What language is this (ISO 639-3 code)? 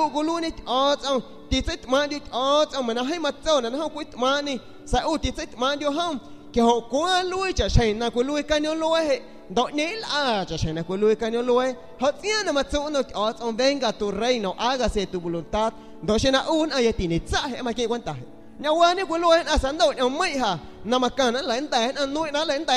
azg